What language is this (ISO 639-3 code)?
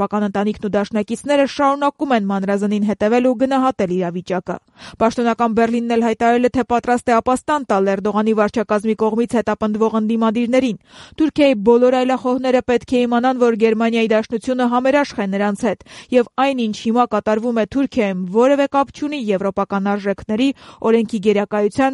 hye